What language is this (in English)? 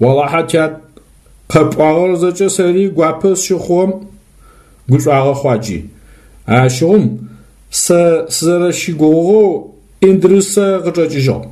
Adyghe